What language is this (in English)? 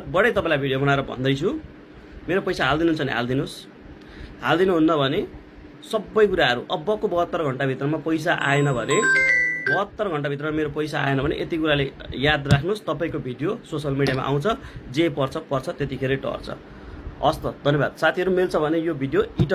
Nepali